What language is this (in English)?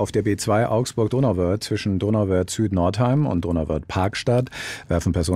German